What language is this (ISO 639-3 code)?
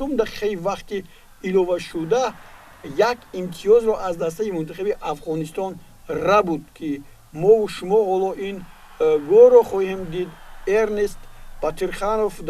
tgk